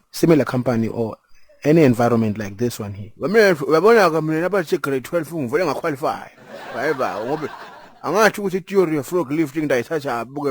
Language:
Zulu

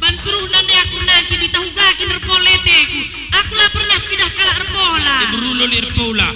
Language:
Batak Karo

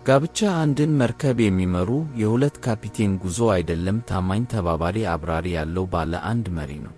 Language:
Amharic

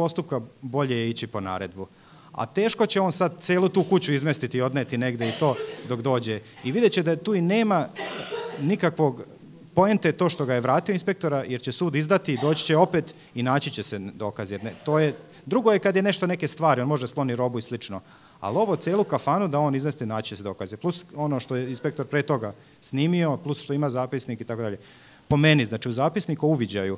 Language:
Serbian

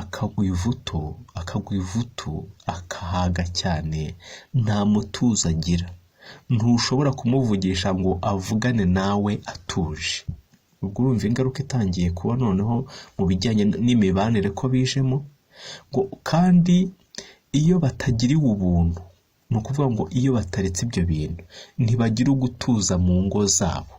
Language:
Kinyarwanda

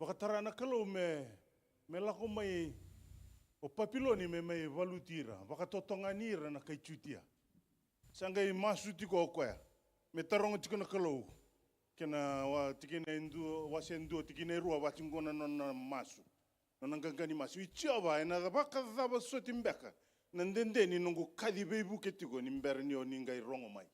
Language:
Fijian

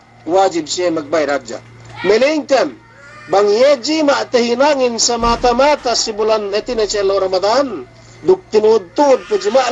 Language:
Yakan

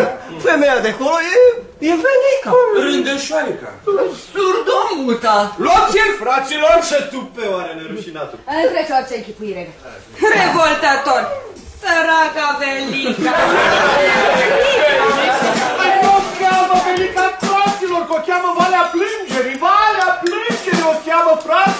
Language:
Romanian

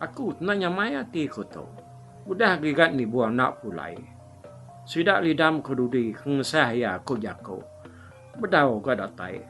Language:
Iban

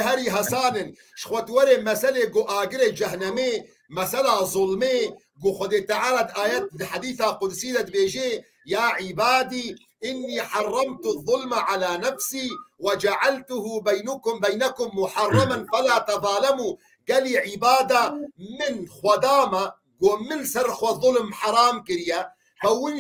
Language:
Kurdish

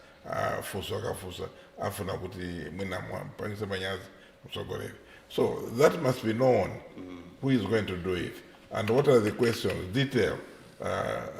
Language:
Nyanja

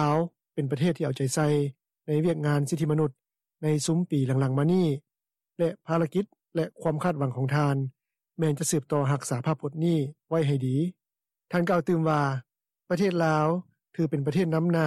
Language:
Lao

